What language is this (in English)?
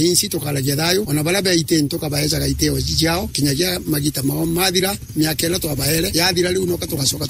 Meru